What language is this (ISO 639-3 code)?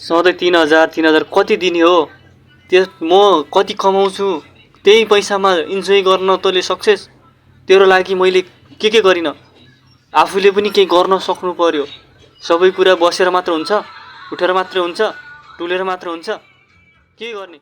nep